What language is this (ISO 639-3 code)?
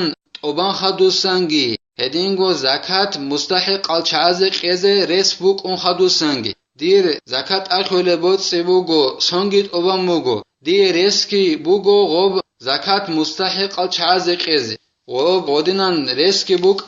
ava